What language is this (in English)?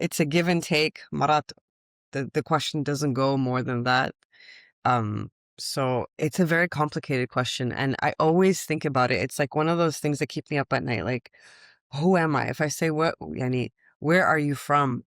Mesopotamian Arabic